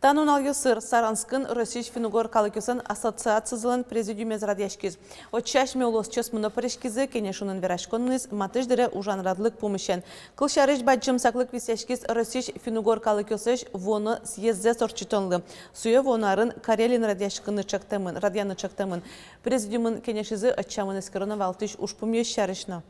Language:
Udmurt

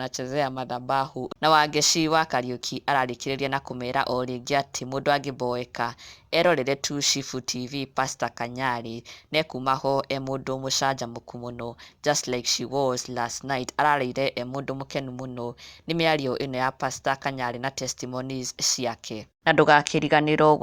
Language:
Kikuyu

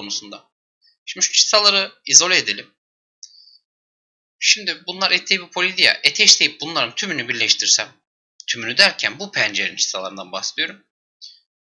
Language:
Turkish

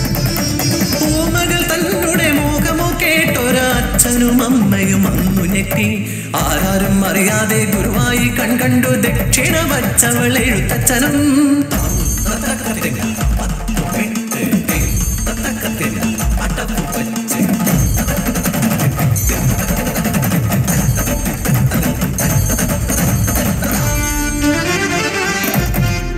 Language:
Malayalam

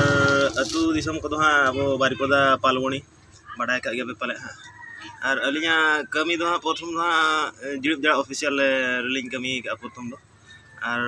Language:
Santali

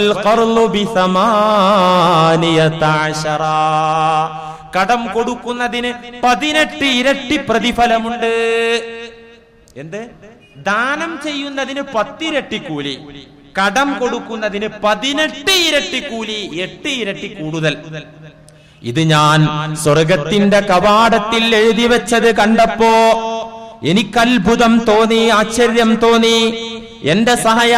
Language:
Malayalam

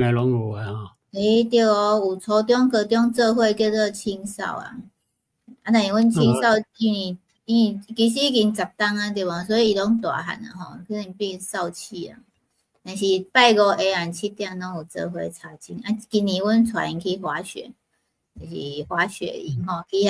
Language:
Min Nan Chinese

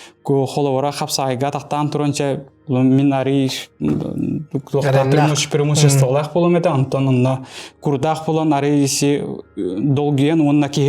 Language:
Yakut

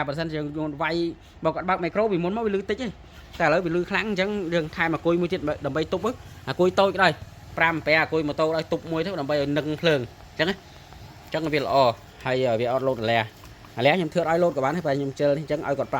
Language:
Khmer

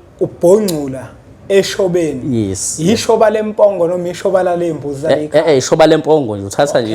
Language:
Zulu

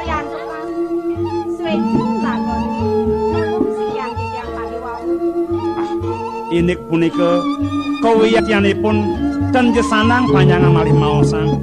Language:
Balinese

